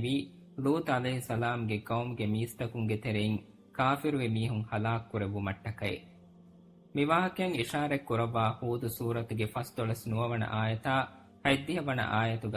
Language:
Divehi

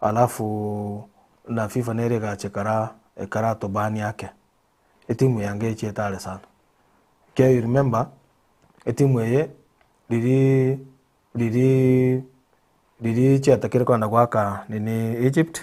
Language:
Gusii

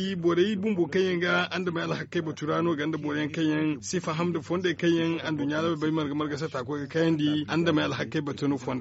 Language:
Zarma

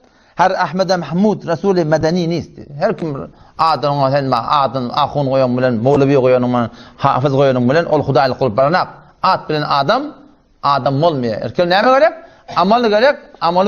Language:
Turkmen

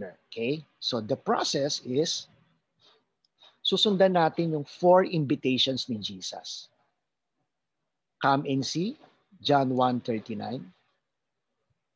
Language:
Filipino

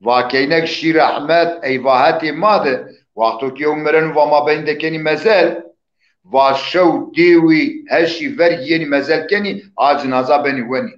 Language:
Zaza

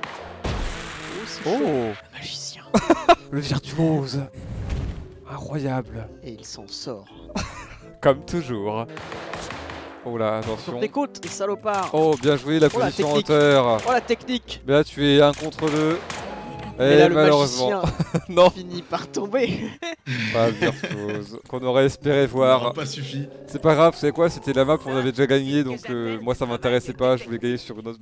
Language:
French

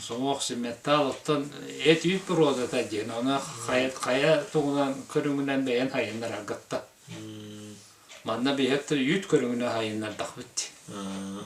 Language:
Yakut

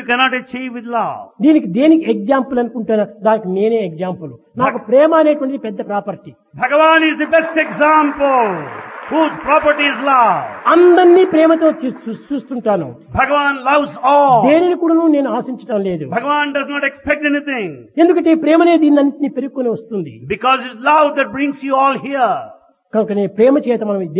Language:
Telugu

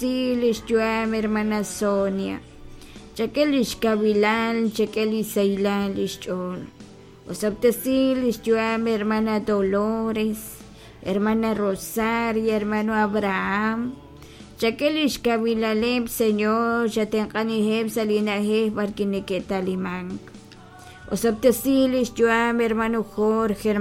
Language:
Kekchí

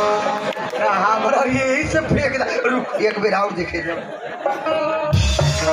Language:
Bhojpuri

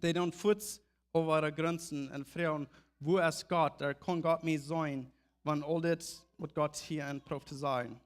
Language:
Plautdietsch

